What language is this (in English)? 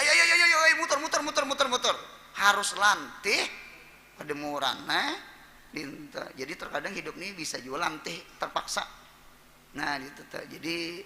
Banjar